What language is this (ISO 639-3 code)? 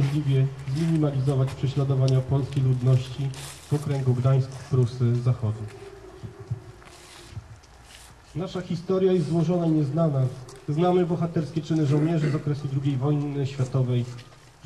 pol